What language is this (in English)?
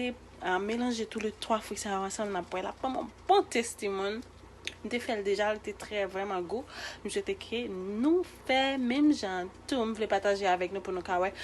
Haitian Creole